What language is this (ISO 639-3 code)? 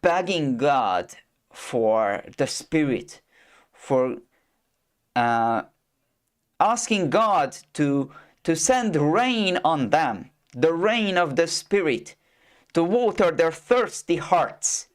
eng